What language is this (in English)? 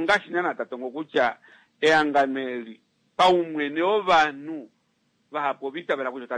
Kuanyama